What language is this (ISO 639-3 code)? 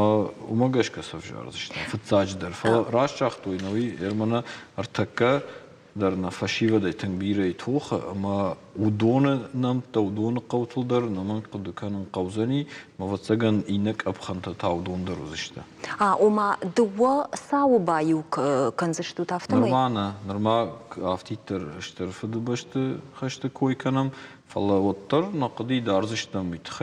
oss